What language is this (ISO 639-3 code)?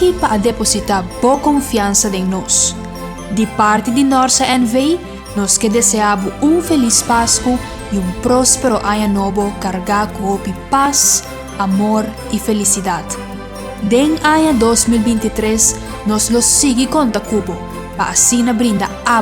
pap